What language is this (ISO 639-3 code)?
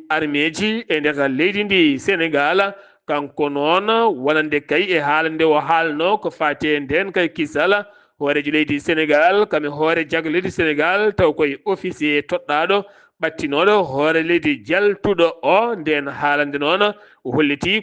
ful